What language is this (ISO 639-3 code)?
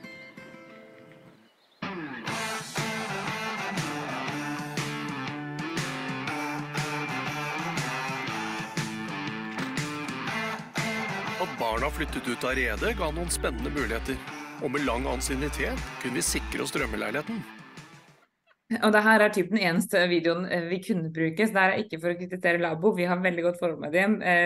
nor